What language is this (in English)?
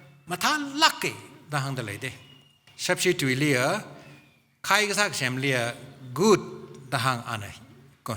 Tangkhul Naga (India)